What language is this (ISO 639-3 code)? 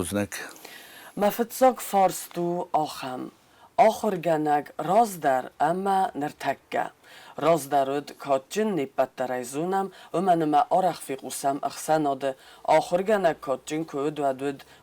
oss